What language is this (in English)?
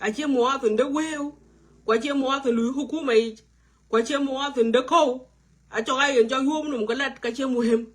Nuer